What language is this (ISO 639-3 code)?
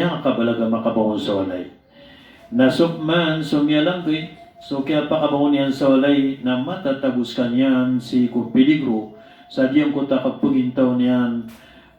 mrw